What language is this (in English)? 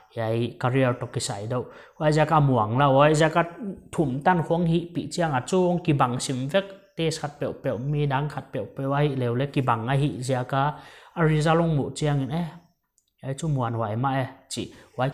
Paite Chin